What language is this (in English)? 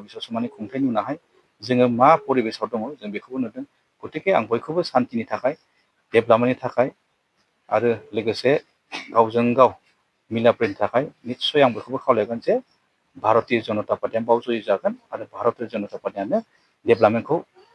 Bodo